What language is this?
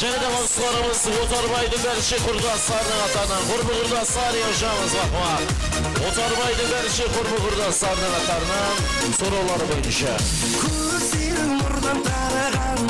Kara-Kalpak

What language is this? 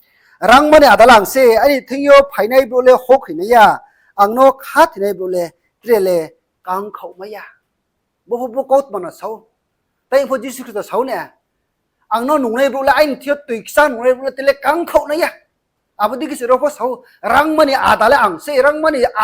Riang (India)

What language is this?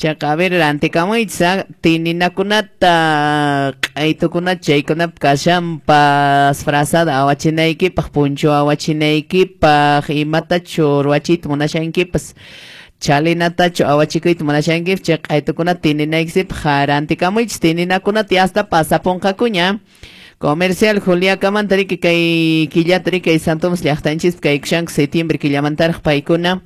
Quechua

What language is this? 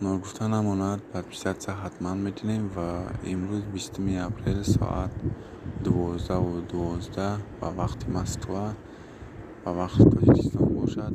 Tajik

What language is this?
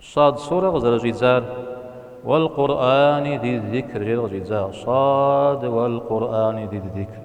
Kabardian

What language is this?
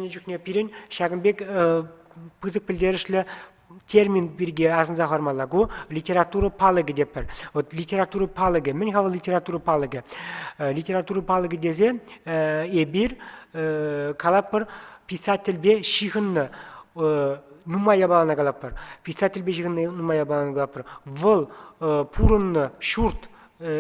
Chuvash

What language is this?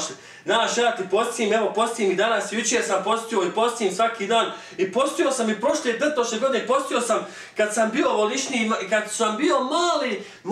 Bosnian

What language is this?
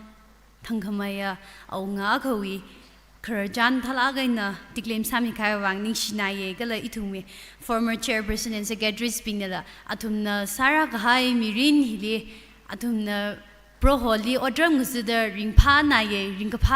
Tangkhul Naga (India)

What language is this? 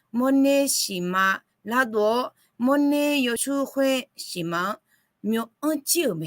Akha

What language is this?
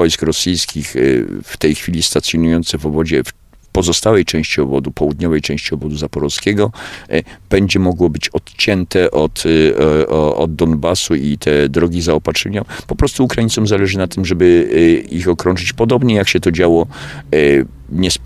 Polish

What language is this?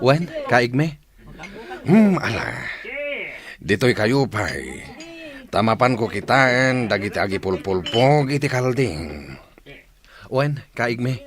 Iloko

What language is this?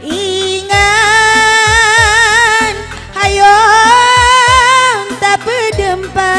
Batak Karo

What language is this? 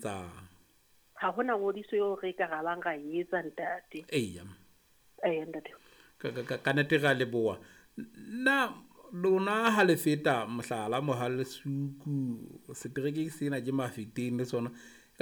Southern Sotho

